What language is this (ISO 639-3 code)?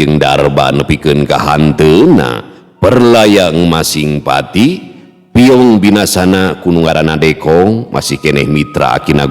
sun